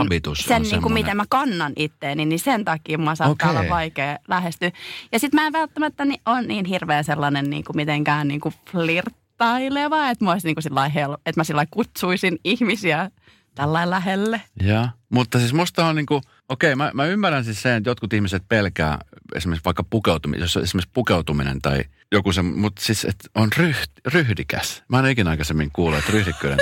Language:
Finnish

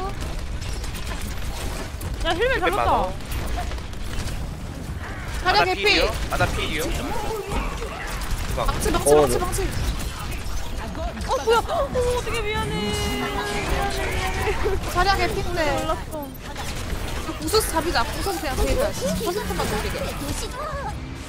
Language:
Korean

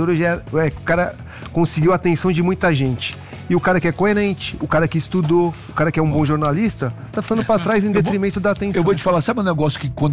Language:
Portuguese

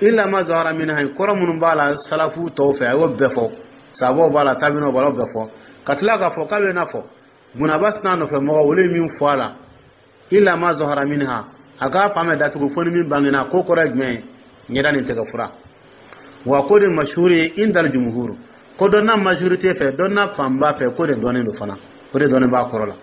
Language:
Dyula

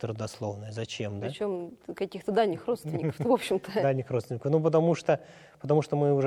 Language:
Russian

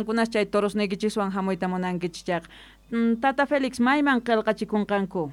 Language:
South Bolivian Quechua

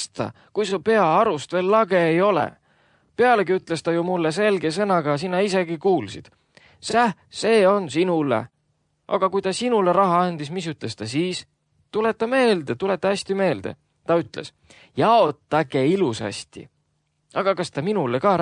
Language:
Estonian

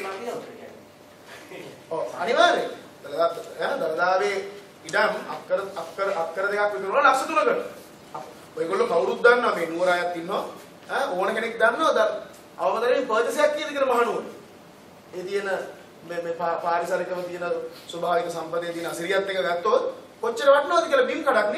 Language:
Sinhala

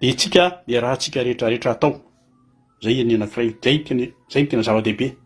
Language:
Malagasy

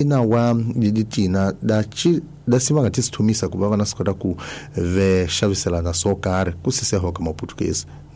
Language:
Tsonga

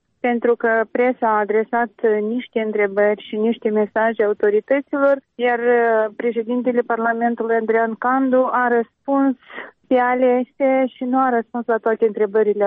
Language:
Romanian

